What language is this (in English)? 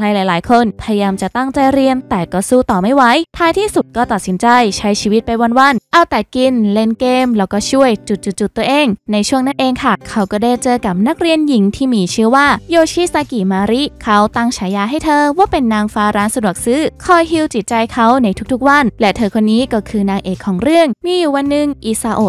Thai